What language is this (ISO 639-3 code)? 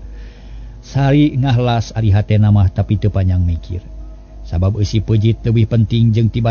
sun